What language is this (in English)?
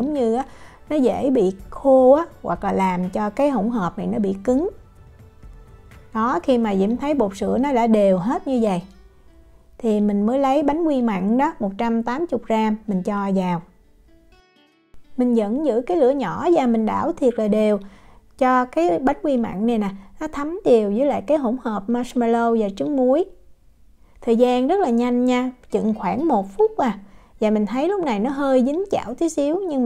Vietnamese